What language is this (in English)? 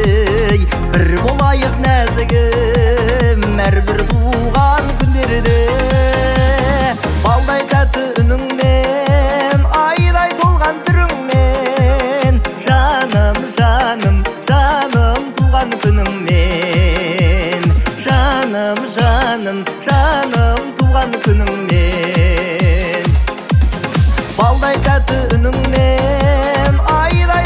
Kazakh